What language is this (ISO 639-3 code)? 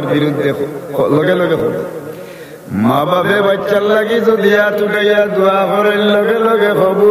syl